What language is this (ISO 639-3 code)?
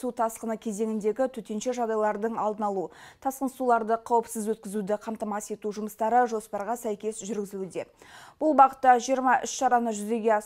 kaz